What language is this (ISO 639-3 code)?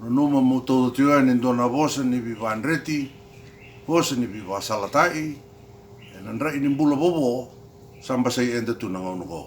fij